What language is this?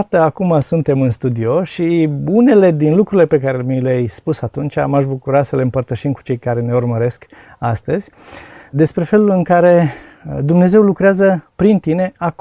Romanian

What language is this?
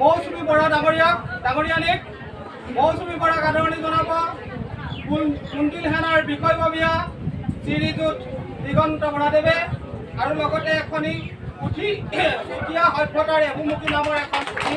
Assamese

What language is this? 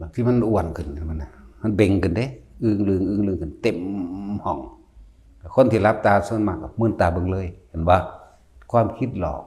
Northeastern Thai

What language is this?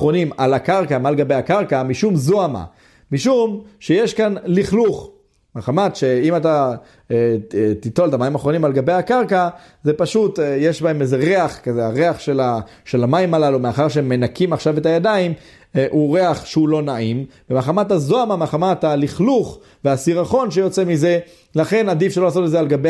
Hebrew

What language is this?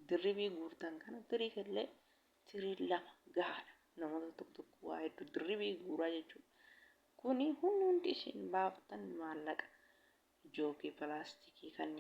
Oromo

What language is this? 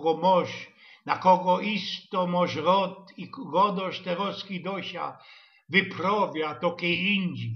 Silesian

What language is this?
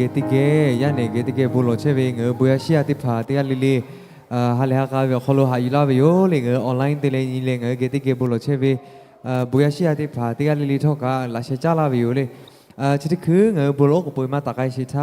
Lahu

